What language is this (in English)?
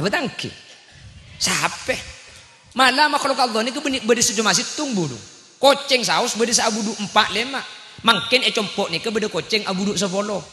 Madurese